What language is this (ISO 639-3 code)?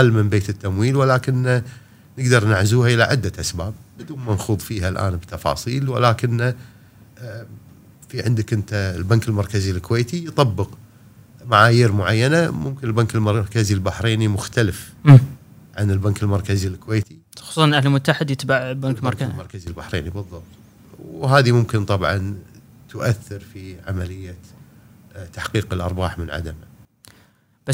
afb